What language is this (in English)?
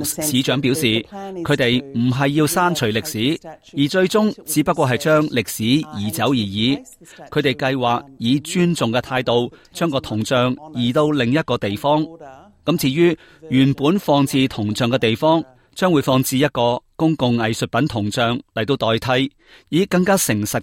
Cantonese